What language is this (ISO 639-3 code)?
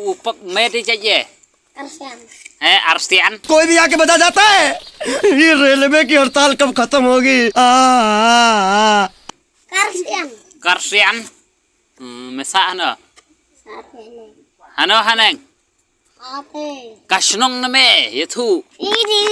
kha